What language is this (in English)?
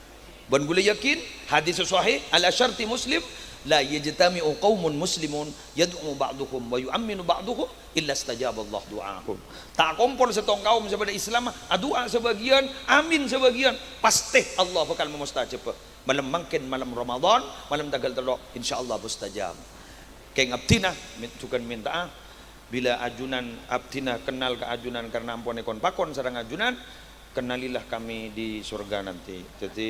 Madurese